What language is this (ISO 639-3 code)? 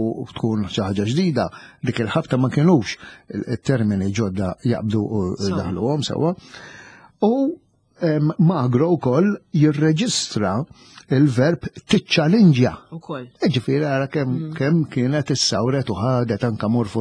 mlt